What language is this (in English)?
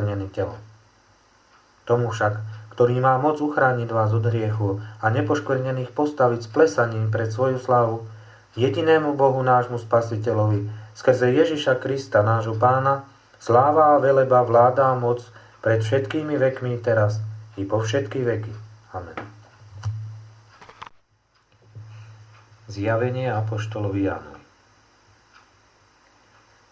Slovak